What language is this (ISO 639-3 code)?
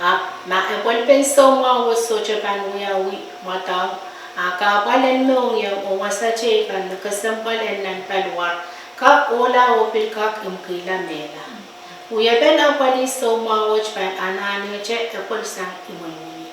pon